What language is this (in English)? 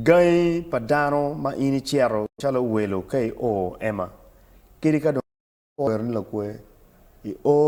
Acoli